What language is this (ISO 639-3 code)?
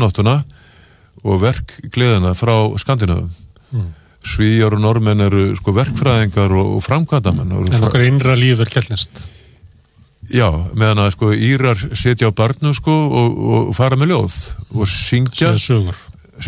isl